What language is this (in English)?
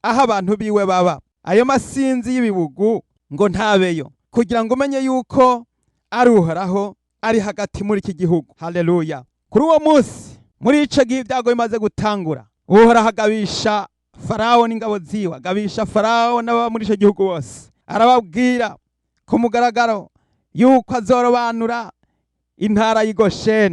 Rundi